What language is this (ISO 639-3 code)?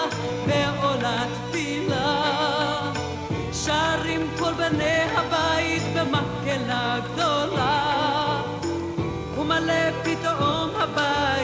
heb